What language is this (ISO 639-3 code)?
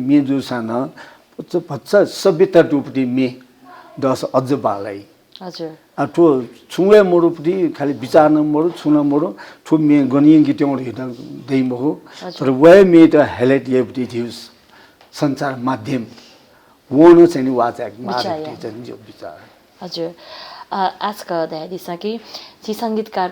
new